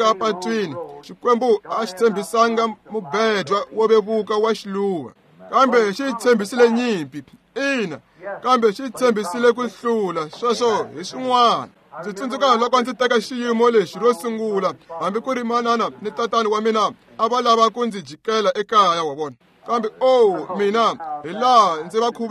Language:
Tsonga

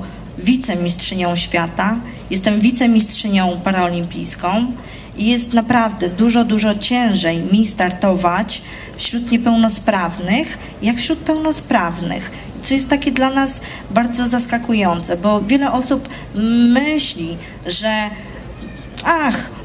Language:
Polish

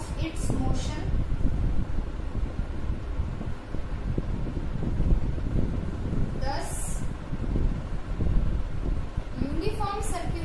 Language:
Hindi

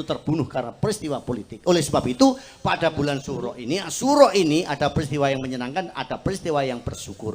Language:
Javanese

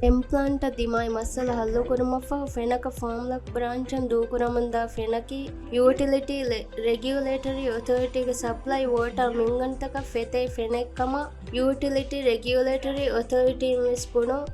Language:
Divehi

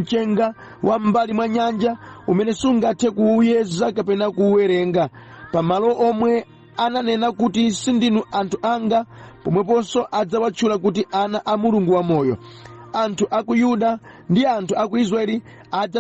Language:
Nyanja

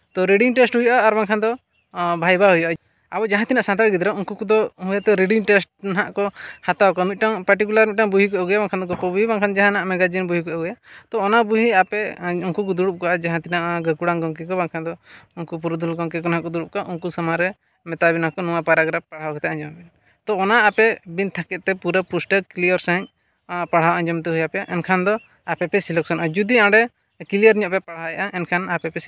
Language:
Santali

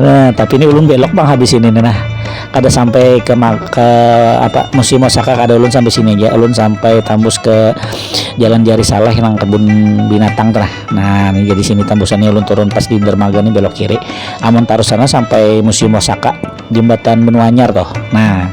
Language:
Banjar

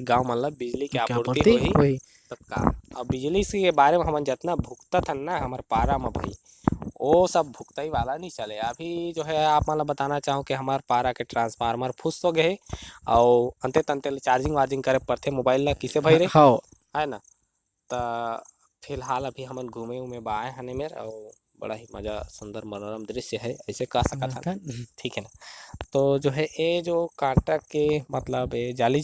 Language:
Chhattisgarhi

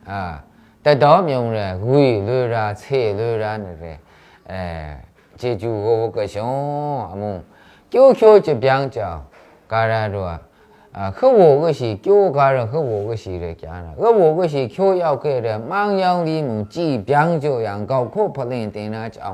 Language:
Maru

